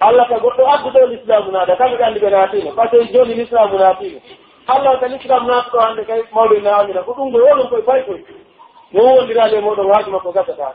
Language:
Pular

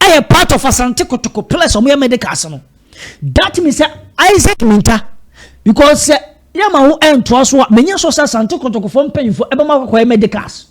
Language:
Akan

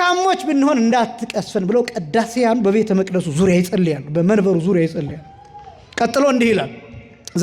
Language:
Amharic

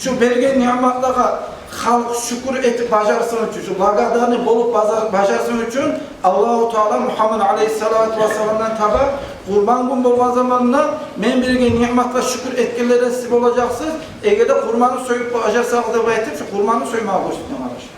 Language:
Kumyk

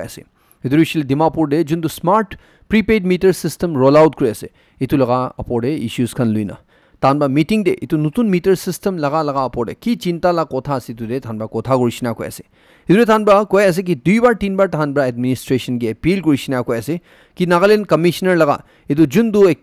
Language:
Naga Pidgin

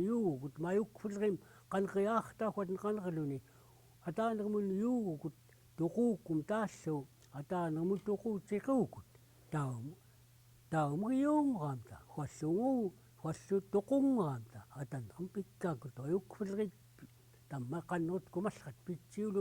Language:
Central Yupik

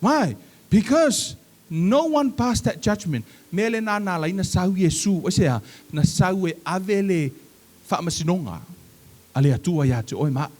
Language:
Samoan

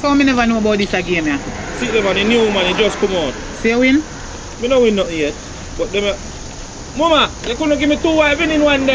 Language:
Jamaican Creole English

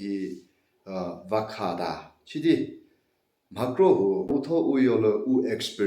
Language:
Chokri Naga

